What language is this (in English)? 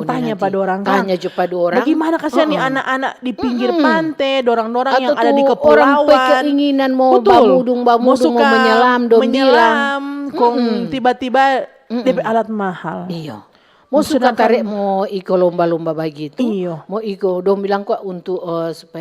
Manado Malay